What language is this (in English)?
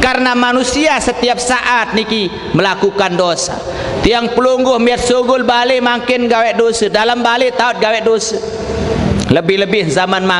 Sasak